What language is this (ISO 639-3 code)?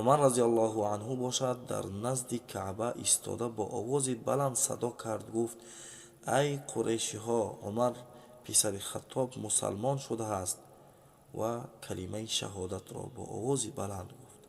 tgk